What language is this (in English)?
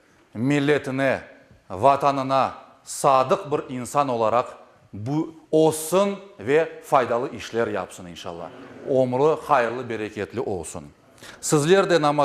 Crimean Tatar